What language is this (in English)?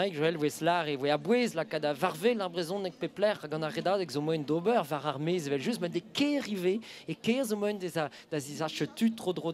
Breton